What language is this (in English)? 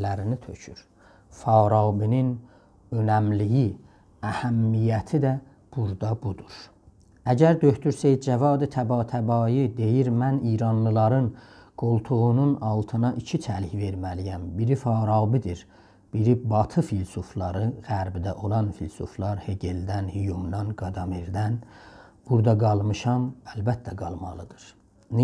South Azerbaijani